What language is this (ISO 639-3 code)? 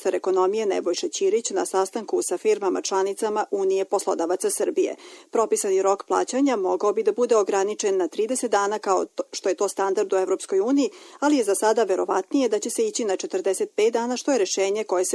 srp